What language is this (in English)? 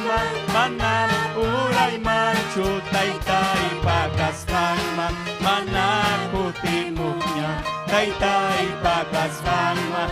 Ayacucho Quechua